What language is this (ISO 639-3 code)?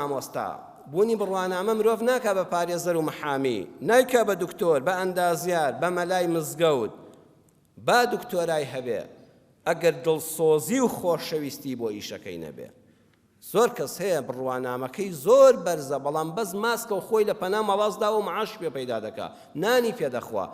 ckb